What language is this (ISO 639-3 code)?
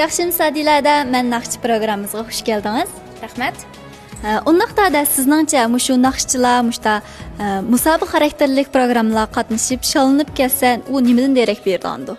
uig